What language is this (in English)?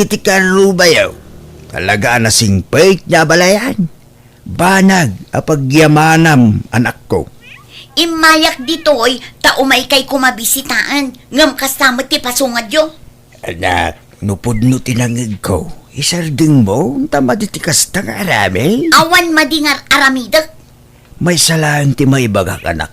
Iloko